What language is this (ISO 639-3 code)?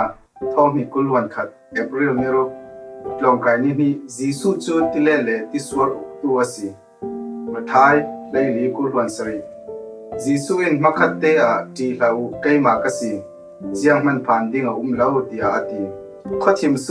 cfm